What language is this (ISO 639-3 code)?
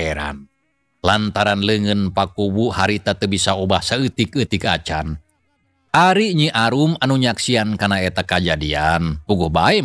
sun